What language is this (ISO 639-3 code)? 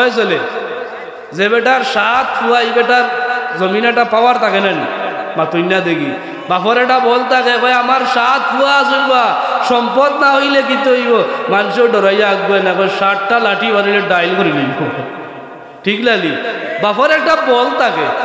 syl